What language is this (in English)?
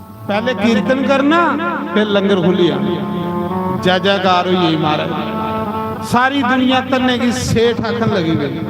Dogri